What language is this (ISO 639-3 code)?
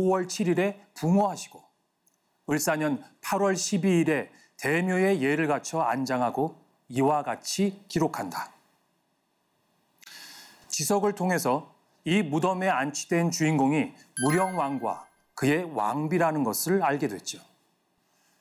kor